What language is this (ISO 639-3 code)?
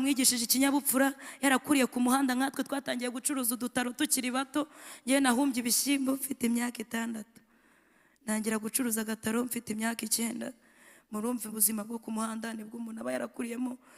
kin